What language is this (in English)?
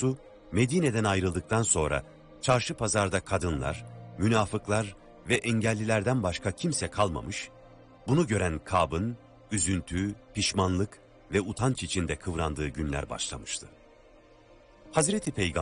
Turkish